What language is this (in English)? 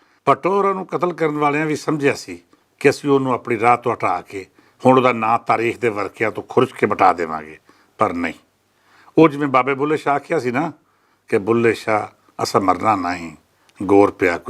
Western Panjabi